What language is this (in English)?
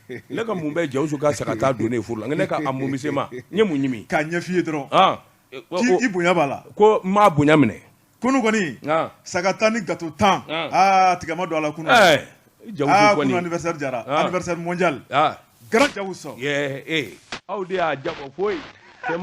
Bambara